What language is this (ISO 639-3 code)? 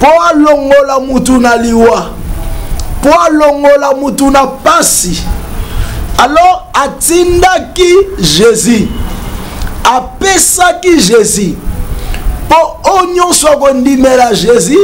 lin